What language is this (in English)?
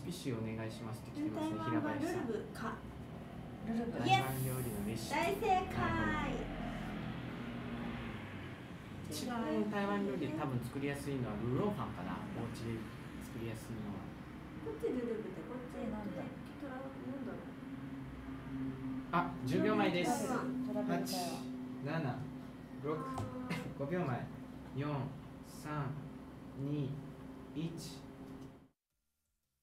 Japanese